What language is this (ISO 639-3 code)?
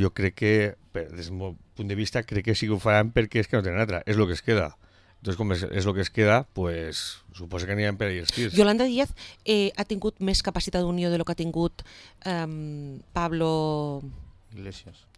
cat